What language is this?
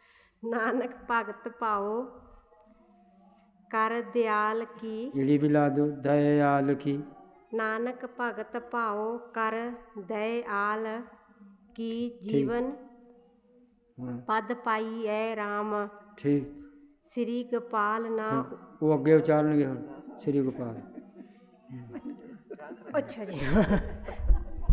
Punjabi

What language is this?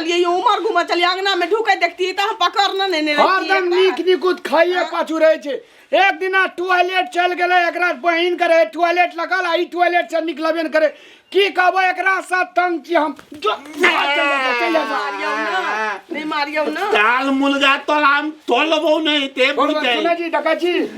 Maithili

